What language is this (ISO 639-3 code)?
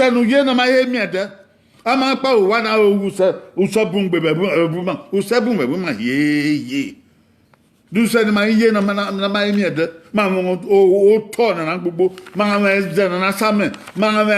bin